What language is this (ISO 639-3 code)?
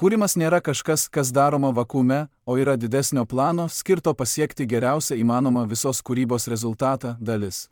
lit